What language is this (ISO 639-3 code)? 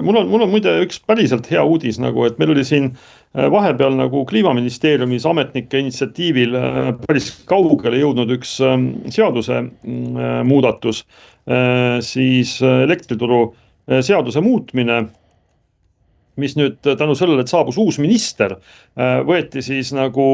est